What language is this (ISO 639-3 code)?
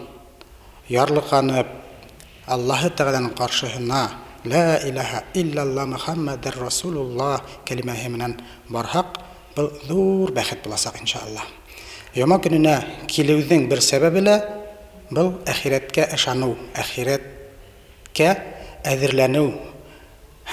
bak